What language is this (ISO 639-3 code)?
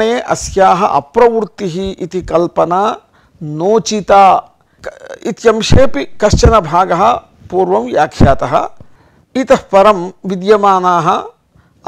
san